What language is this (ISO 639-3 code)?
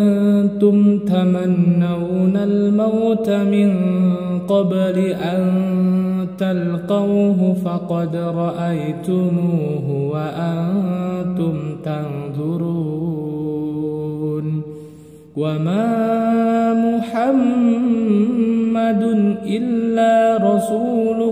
ara